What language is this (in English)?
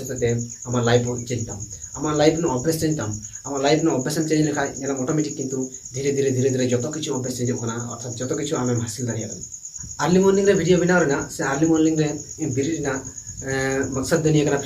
Santali